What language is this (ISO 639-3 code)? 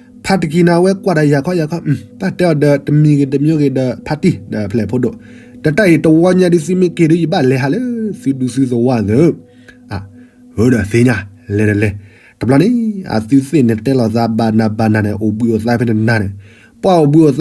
ksw